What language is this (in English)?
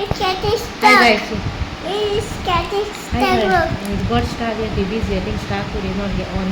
Konkani